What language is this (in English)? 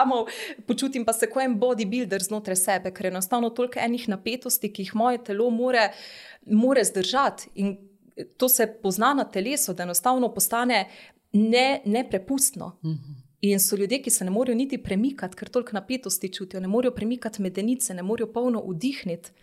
Slovenian